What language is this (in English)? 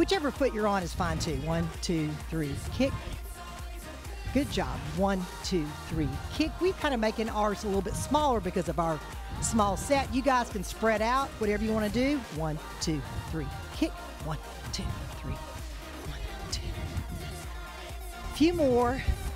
English